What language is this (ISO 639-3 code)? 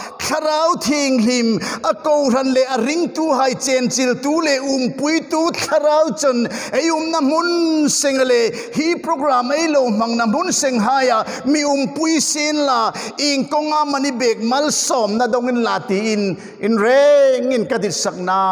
hmr